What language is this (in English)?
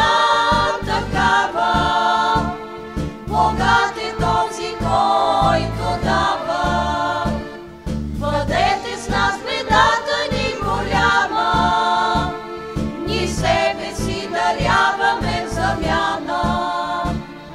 Bulgarian